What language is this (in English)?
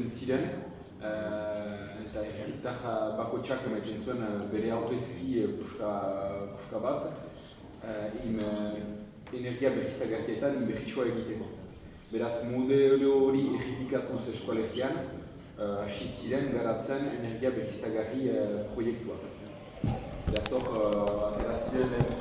Basque